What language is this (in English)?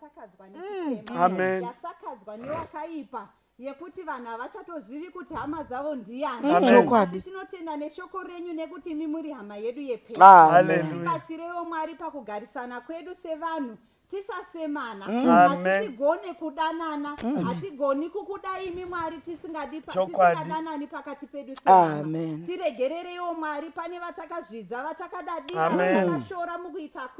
Shona